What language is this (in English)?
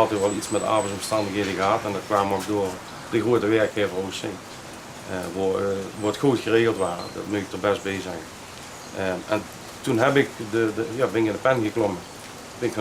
Limburgish